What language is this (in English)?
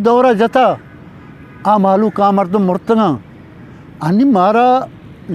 Eastern Balochi